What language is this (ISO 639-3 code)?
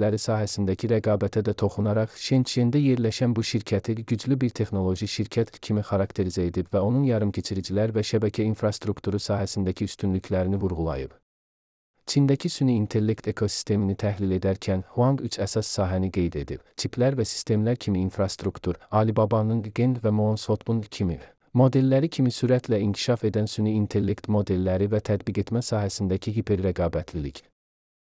aze